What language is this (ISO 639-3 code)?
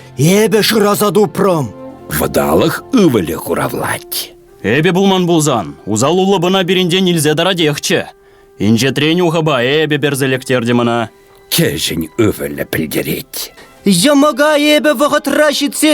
chv